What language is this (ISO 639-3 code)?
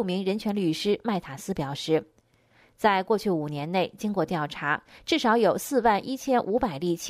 zho